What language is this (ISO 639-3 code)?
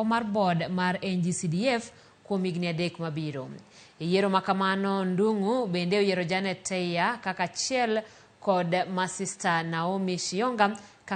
luo